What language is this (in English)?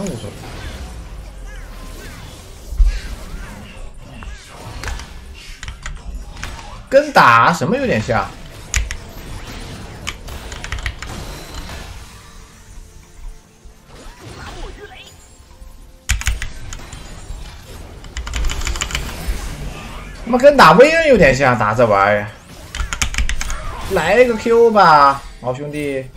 Chinese